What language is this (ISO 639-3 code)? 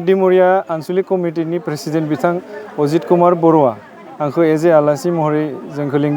brx